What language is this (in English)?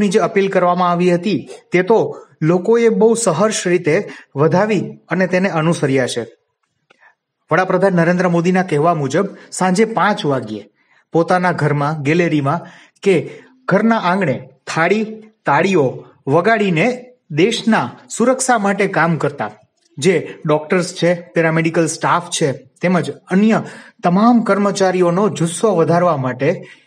Gujarati